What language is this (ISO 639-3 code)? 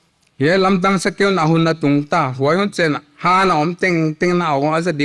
pck